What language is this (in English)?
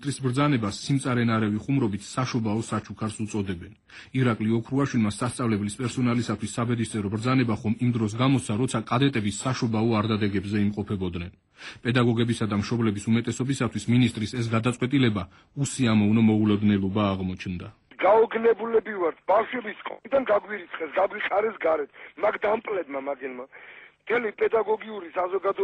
Georgian